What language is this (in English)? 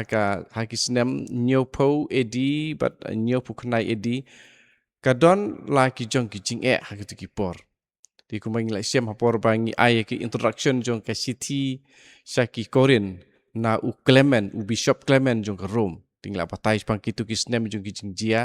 Khasi